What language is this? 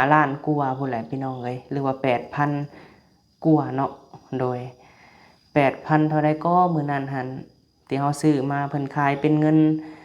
Lao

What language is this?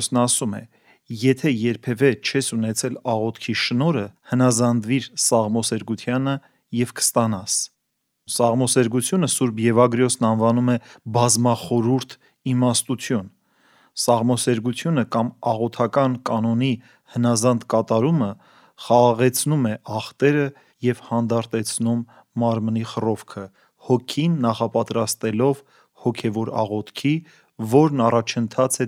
Armenian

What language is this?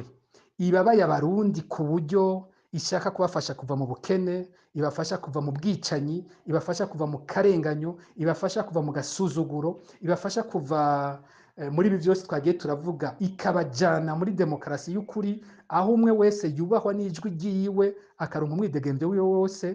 Rundi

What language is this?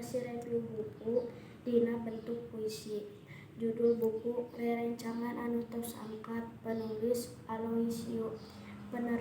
Sundanese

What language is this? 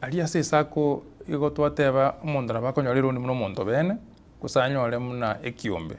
Gusii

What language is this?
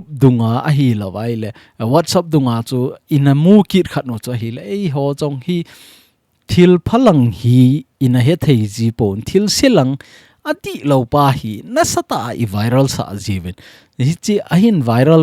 Thado Chin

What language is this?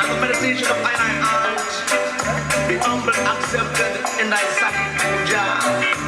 Venda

